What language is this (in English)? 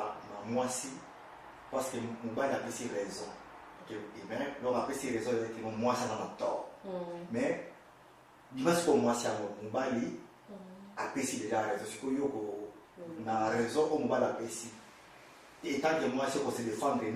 Lingala